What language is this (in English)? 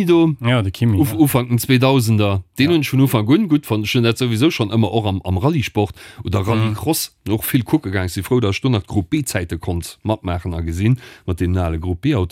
Luxembourgish